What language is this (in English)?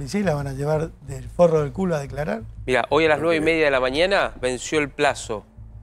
Spanish